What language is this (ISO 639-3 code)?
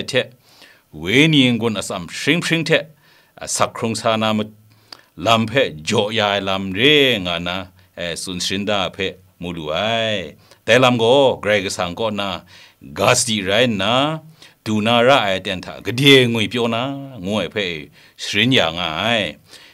kac